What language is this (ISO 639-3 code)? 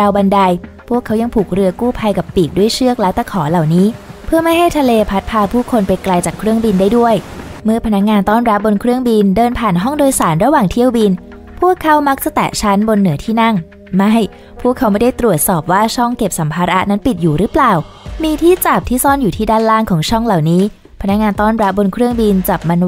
tha